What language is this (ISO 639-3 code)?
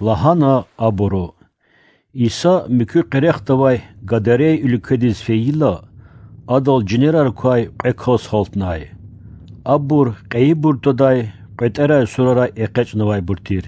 lez